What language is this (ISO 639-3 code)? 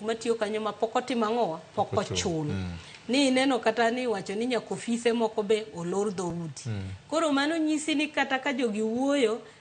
luo